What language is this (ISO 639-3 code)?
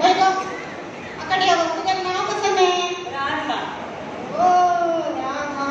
kok